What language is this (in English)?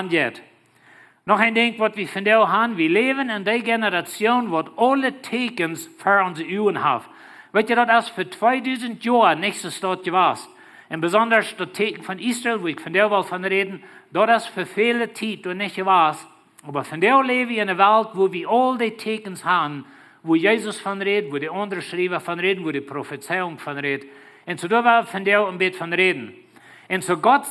Plautdietsch